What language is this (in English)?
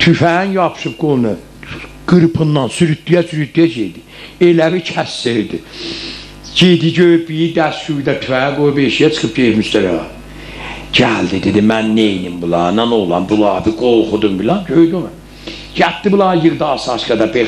South Azerbaijani